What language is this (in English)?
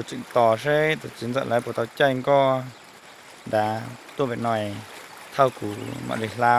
Hmong